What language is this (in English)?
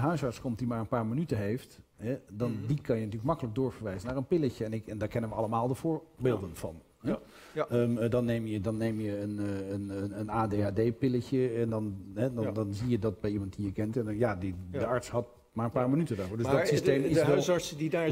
Dutch